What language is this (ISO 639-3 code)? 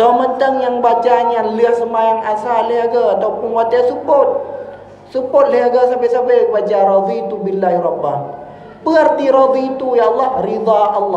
ace